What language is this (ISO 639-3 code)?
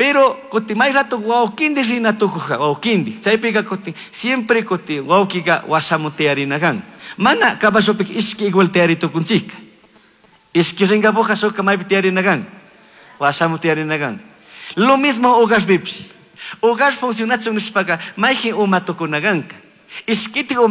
qug